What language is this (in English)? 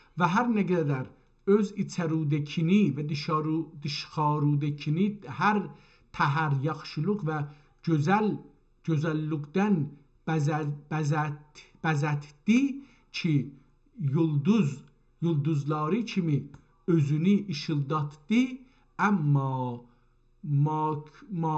South Azerbaijani